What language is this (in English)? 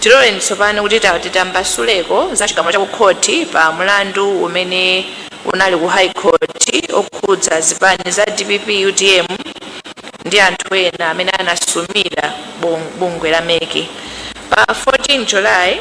Nyanja